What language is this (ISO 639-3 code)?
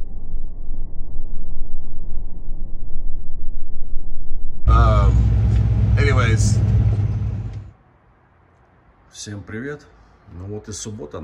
rus